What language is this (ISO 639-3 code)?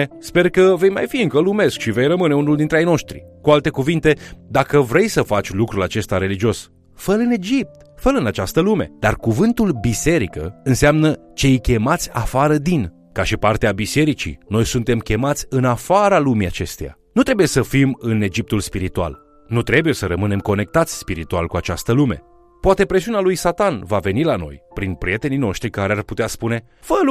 ron